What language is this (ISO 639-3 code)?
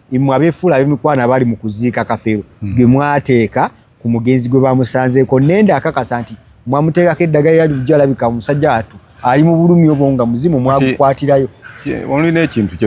lug